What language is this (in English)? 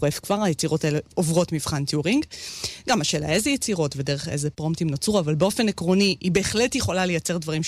Hebrew